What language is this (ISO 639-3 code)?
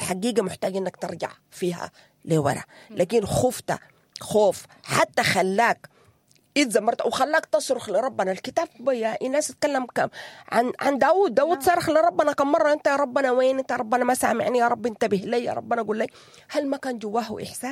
apd